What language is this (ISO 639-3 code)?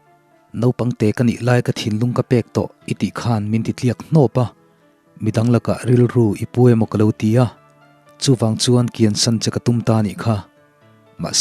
lus